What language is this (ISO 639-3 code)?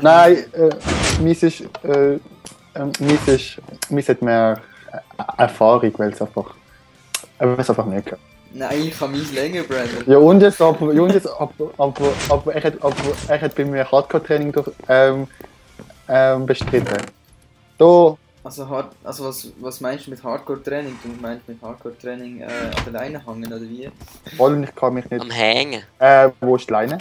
gsw